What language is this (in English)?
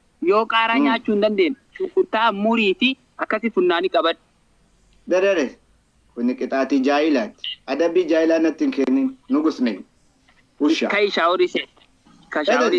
Oromo